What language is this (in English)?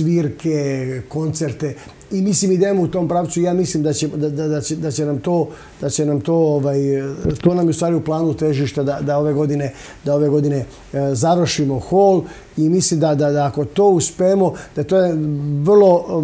Serbian